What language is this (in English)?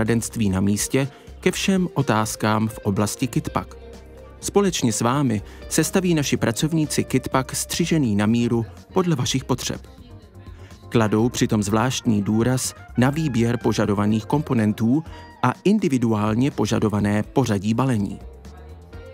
Czech